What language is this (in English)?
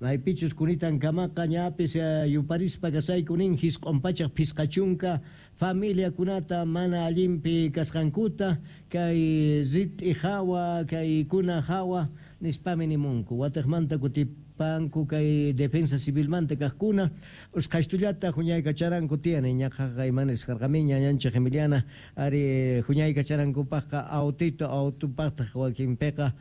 South Bolivian Quechua